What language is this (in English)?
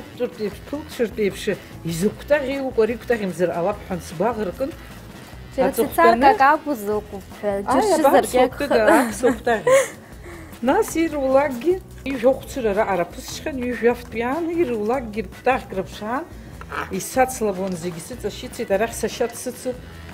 Abkhazian